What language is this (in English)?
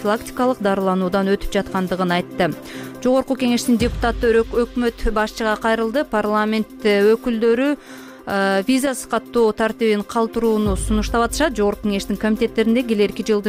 Kyrgyz